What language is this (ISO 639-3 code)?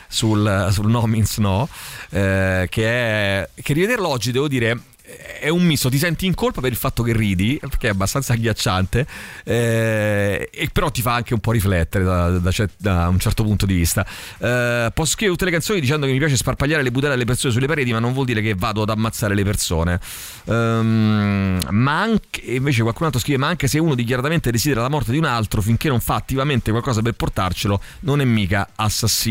ita